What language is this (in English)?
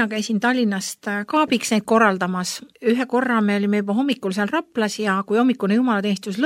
Estonian